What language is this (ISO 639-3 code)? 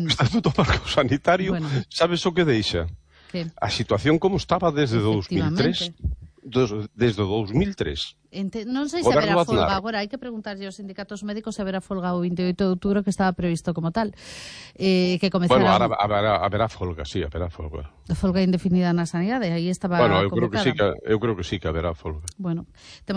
glg